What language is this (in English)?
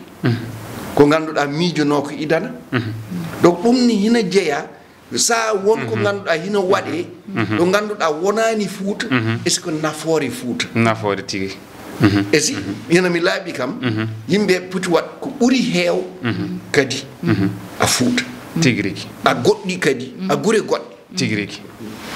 Fula